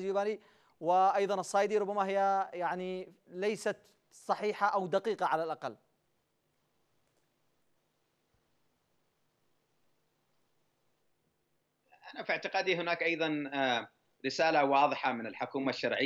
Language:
Arabic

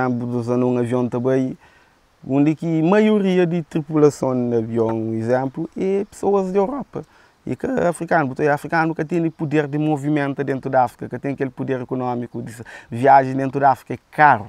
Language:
Kabuverdianu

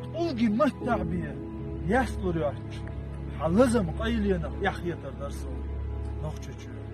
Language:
Chechen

